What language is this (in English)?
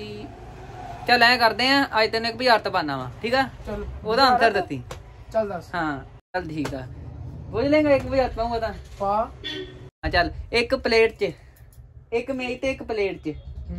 Punjabi